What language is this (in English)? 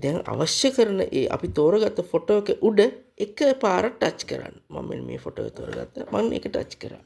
Sinhala